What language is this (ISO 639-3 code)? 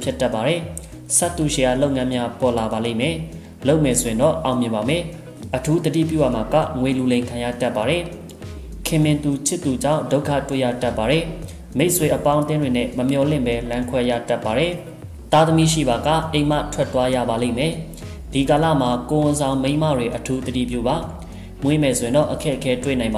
mya